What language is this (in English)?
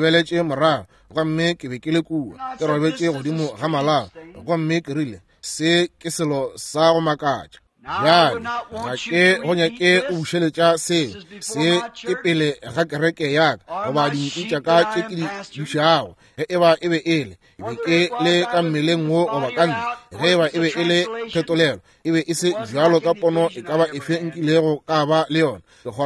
Northern Sotho